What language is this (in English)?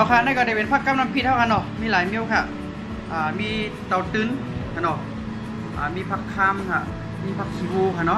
Shan